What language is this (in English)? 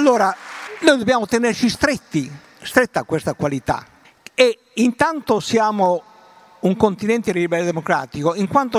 Italian